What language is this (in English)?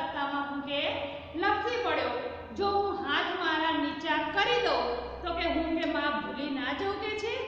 Gujarati